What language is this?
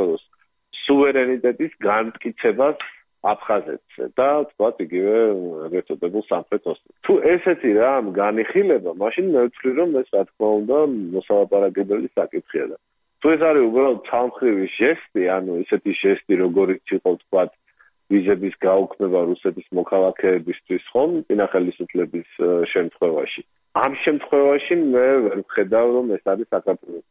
Georgian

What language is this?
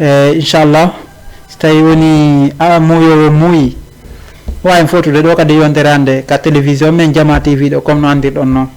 Fula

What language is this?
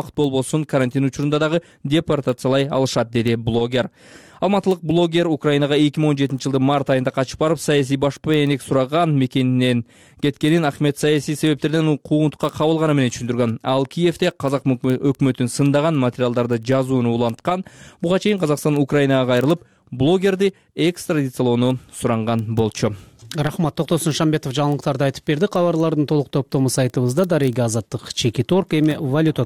Kyrgyz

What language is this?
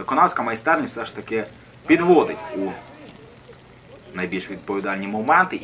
Ukrainian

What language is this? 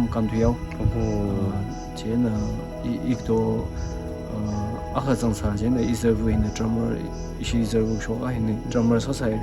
Tangkhul Naga (India)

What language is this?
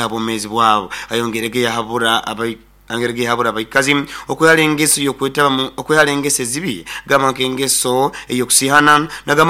Nyoro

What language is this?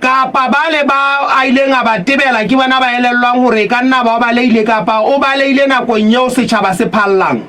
Southern Sotho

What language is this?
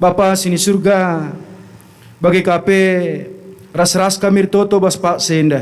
Batak Karo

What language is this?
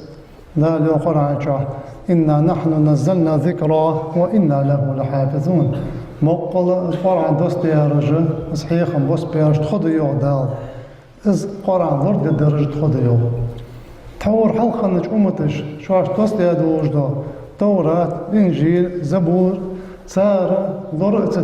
Ingush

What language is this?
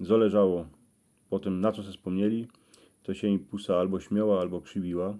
Silesian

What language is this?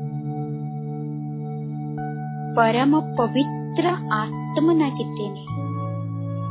Kannada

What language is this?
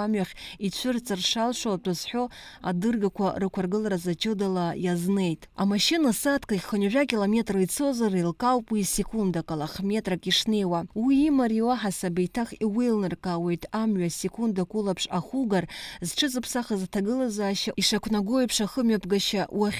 Abkhazian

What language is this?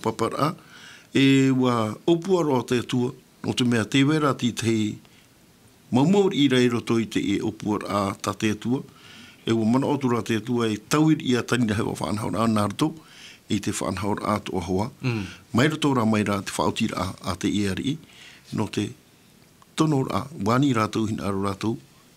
Tahitian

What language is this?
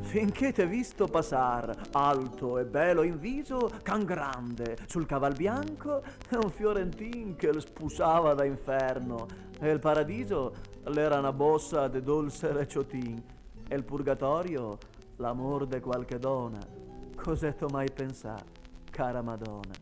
Venetian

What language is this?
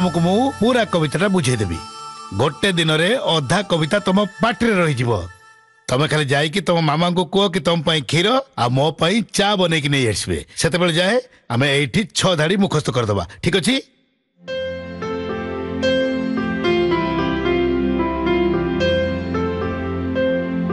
Odia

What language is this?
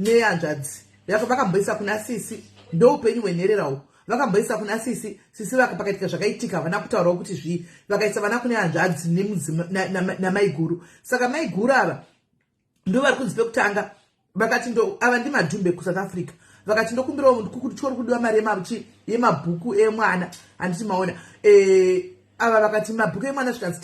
Shona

